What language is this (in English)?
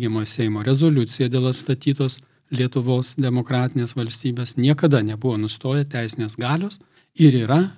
Lithuanian